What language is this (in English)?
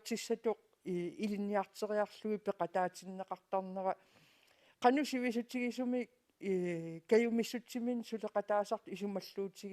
Kalaallisut